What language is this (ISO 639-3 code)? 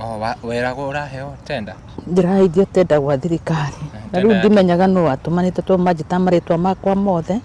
kik